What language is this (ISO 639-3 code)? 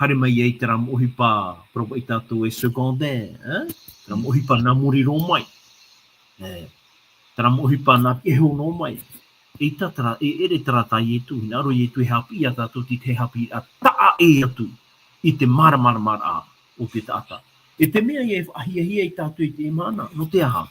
tah